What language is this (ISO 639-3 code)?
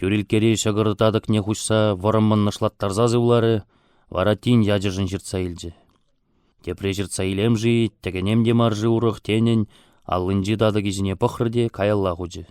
chv